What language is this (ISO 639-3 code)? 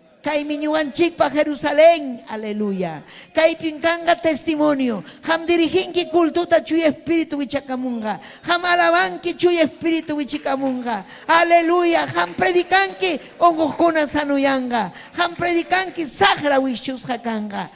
quy